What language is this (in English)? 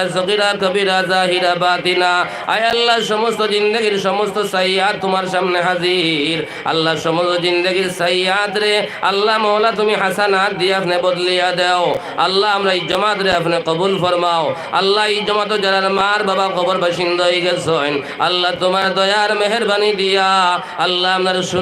Sylheti